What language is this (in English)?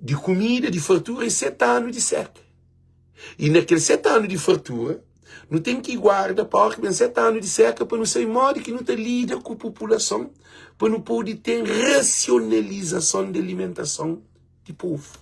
Kabuverdianu